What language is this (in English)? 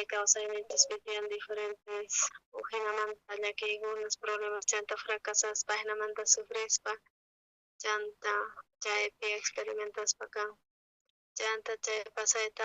South Bolivian Quechua